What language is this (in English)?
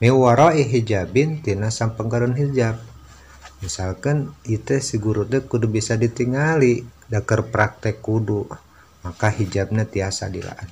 Sundanese